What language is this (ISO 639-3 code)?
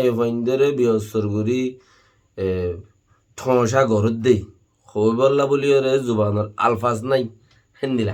rhg